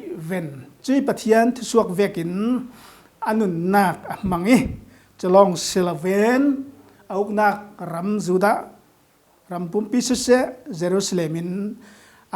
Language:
Falam Chin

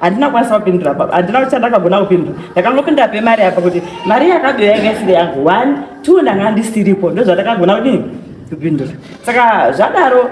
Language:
Shona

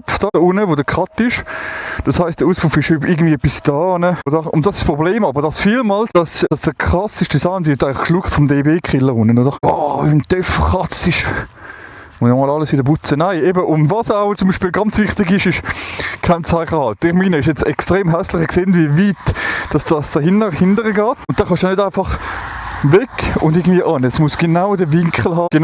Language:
Swiss German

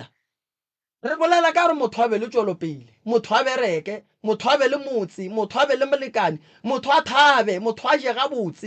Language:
Northern Sotho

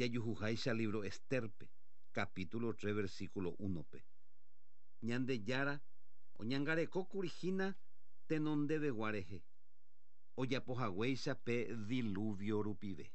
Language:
Guarani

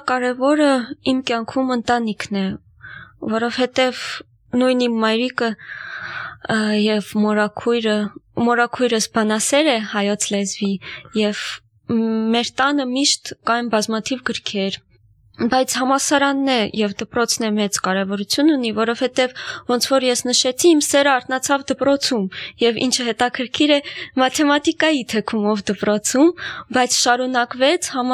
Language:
Armenian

